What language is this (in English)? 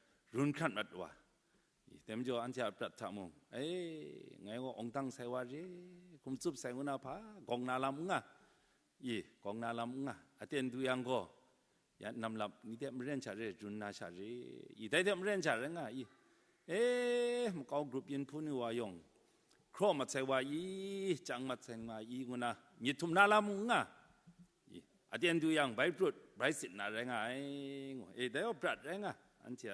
Kachin